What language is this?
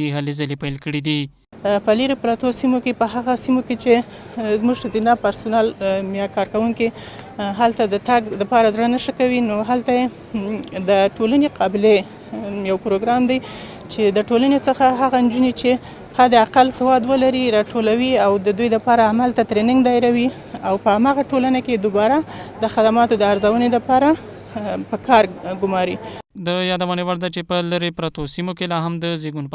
Pashto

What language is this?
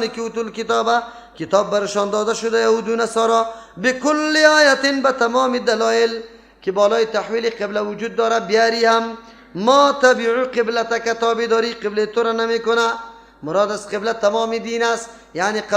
Persian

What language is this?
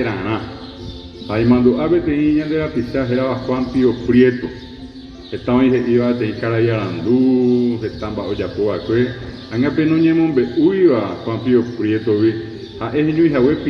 Guarani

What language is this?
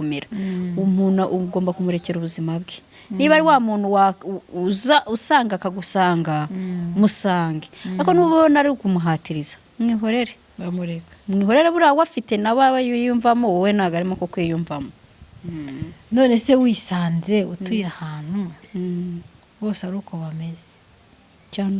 Kinyarwanda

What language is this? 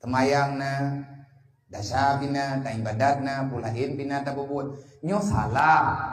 Achinese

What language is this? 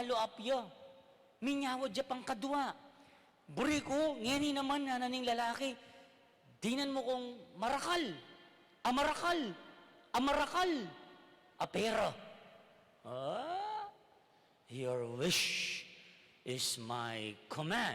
Pampanga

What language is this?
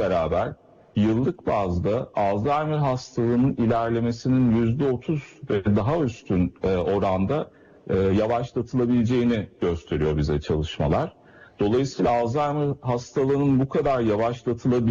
Turkish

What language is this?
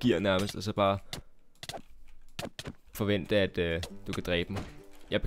Danish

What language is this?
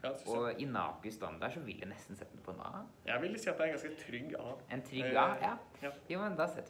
Norwegian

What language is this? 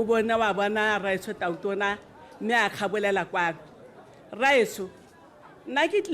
Tswana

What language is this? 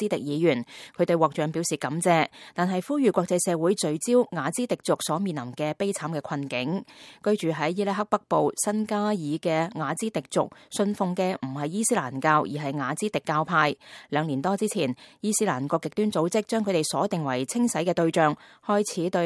Cantonese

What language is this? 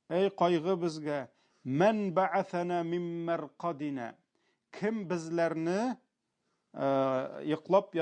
Tatar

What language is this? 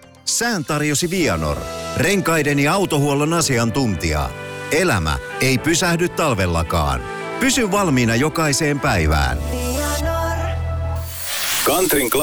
Finnish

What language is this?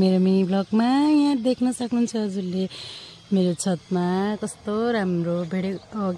Nepali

